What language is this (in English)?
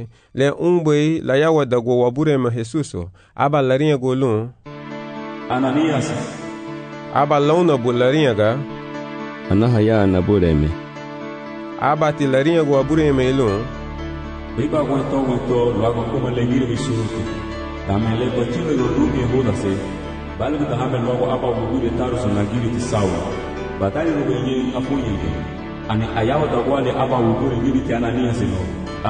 Garifuna